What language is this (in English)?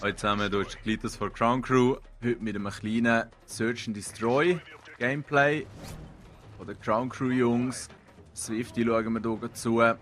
Swiss German